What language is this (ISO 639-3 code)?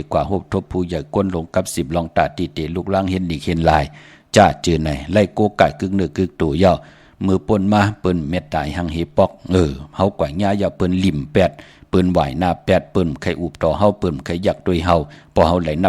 shn